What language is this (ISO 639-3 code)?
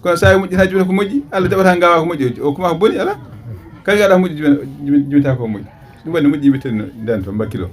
ful